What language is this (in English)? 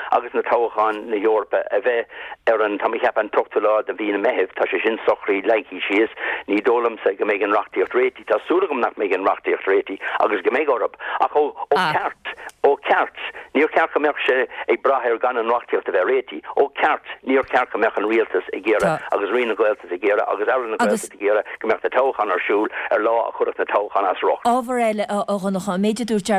Irish